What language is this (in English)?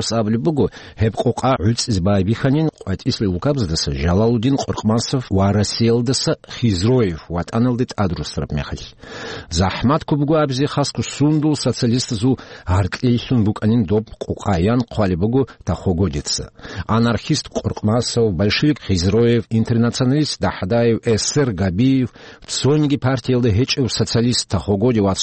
Avaric